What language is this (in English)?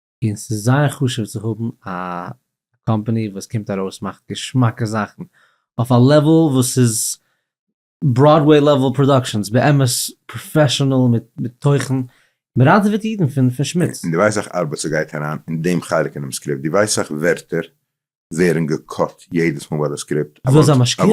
Yiddish